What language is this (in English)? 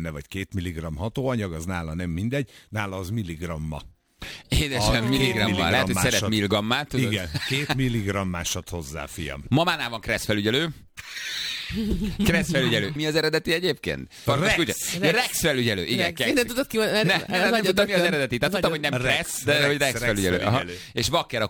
Hungarian